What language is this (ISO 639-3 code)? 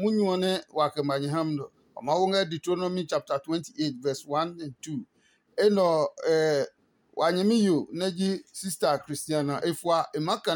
ada